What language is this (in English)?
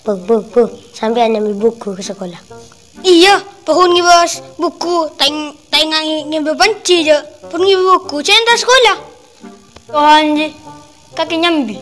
Madurese